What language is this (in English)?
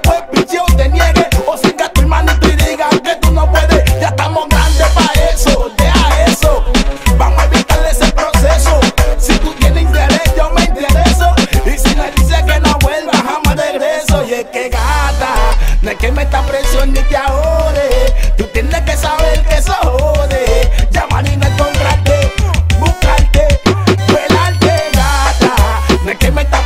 Spanish